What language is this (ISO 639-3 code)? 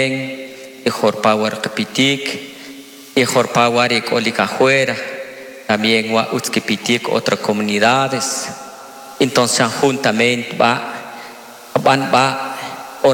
quc